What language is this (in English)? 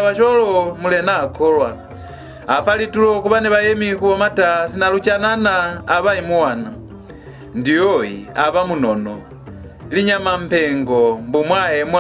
Lozi